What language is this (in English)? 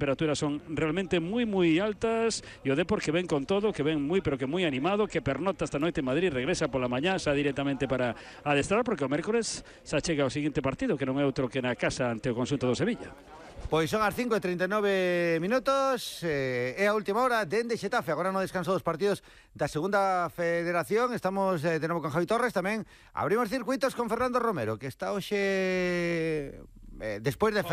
Galician